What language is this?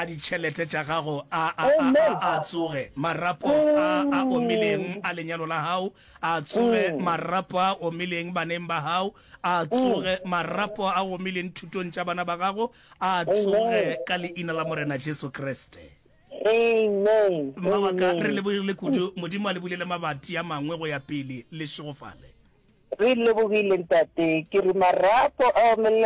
Northern Sotho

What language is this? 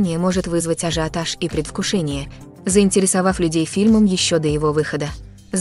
Russian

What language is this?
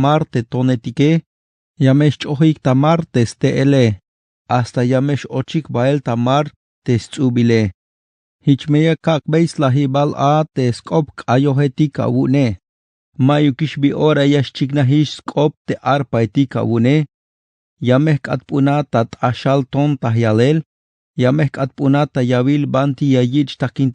Tzeltal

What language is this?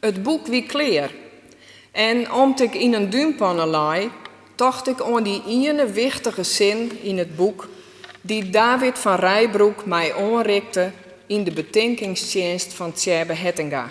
Western Frisian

